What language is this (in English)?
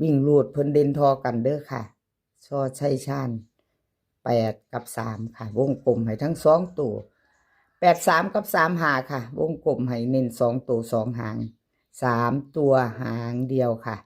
Northeastern Thai